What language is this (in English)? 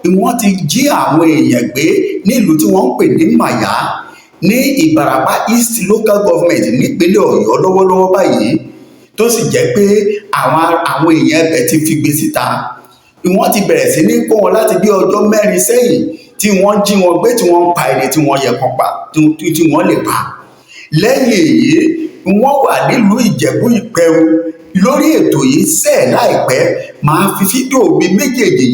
Yoruba